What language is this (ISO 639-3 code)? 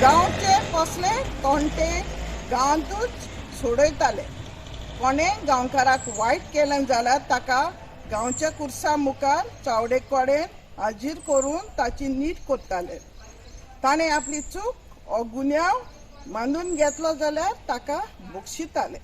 kok